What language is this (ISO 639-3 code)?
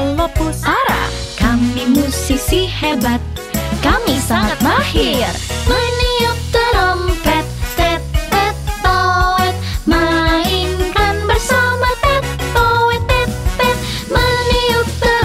ind